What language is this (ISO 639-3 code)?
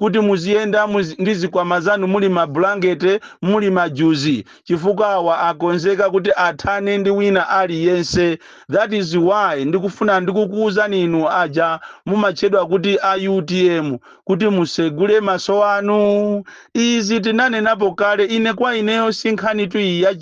nya